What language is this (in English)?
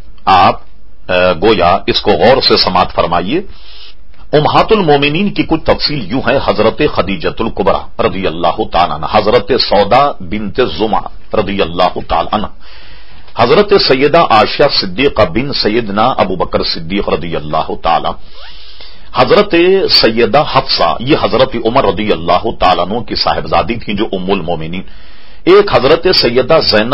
Urdu